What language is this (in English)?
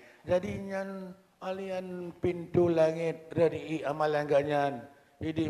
Achinese